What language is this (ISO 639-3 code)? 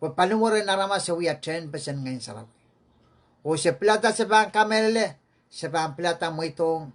pon